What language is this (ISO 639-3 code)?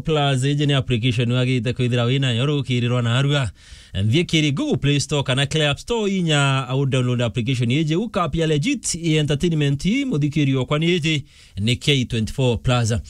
mer